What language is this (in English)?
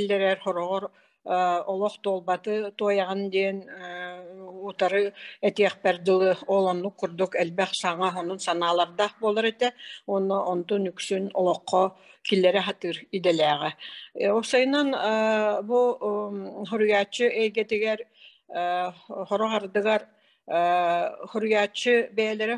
Yakut